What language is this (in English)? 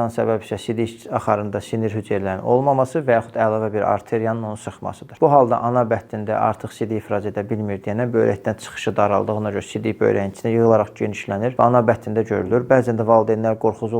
Azerbaijani